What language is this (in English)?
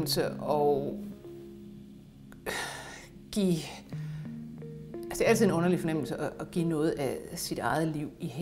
Danish